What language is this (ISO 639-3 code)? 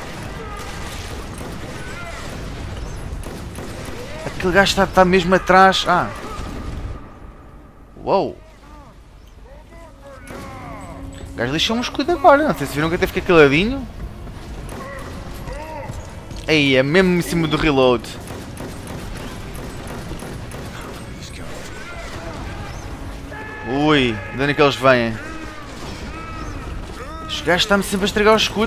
por